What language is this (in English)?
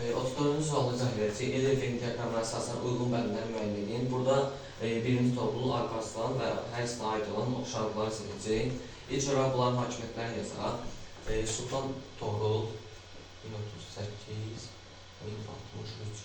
Azerbaijani